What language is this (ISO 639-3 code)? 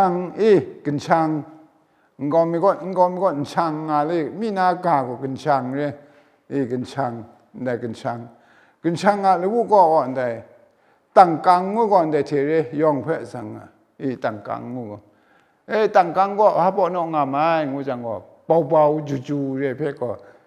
kac